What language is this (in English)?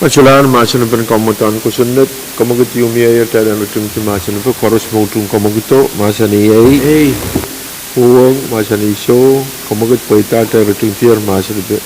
Pohnpeian